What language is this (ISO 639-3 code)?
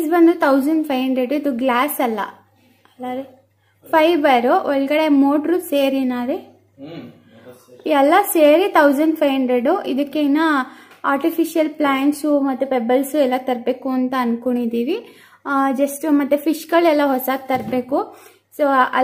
kan